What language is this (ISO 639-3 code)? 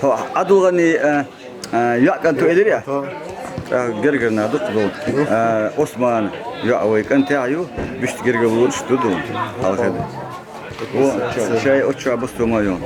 che